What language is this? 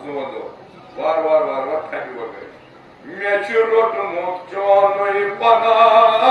Kashmiri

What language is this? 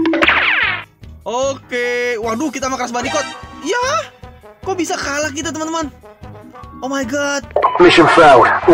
Indonesian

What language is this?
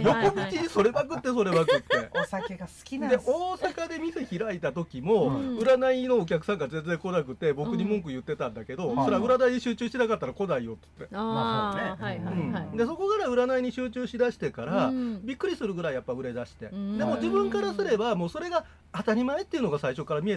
Japanese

